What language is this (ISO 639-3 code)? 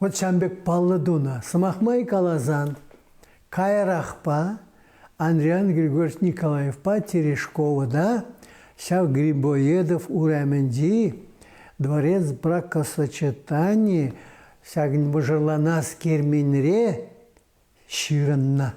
chv